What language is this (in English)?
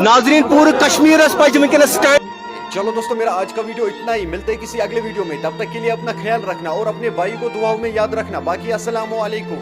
Kashmiri